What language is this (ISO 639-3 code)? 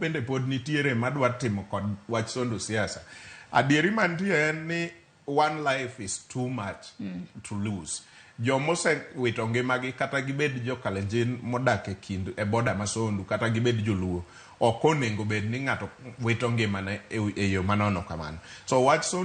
luo